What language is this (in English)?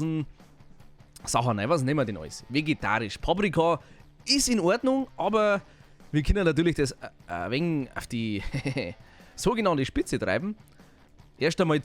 Bavarian